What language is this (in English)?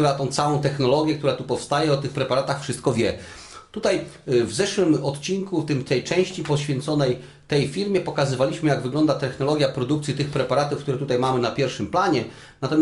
Polish